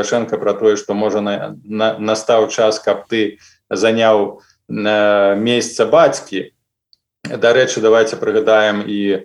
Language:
Belarusian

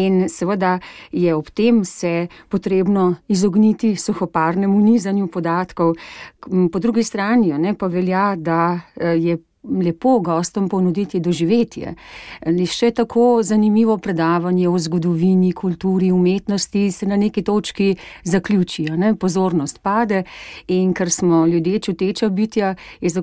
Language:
Slovenian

